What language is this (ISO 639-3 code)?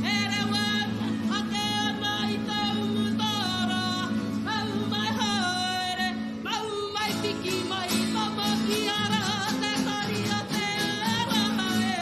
mri